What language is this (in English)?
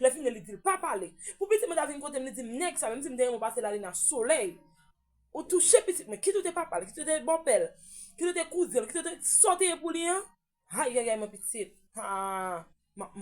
Haitian Creole